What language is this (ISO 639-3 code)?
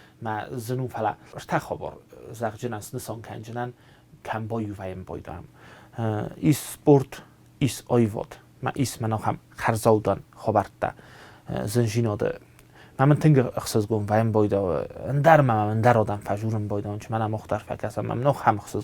oss